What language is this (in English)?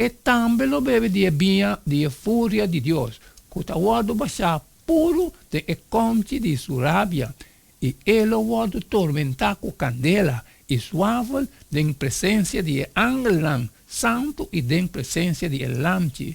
Papiamento